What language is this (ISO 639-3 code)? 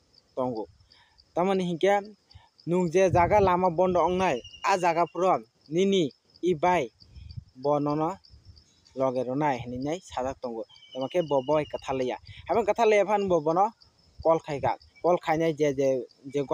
trp